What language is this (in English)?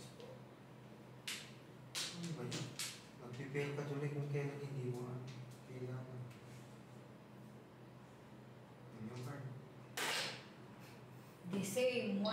Filipino